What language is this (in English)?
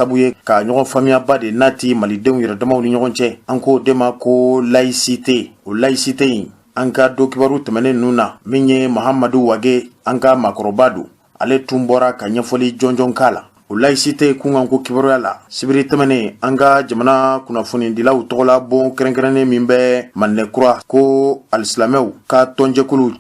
Bambara